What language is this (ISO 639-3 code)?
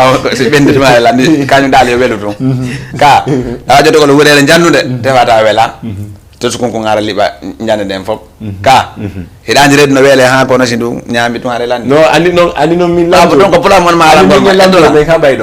ful